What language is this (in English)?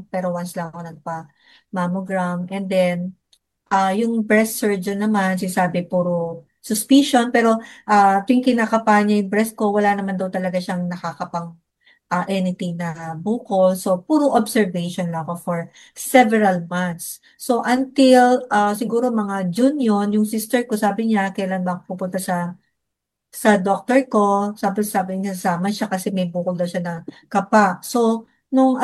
Filipino